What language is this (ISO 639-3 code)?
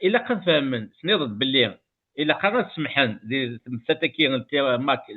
kab